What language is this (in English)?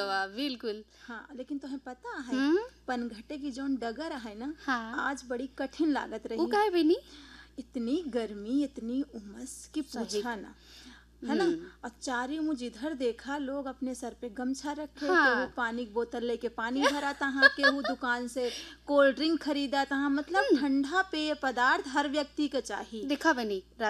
Bhojpuri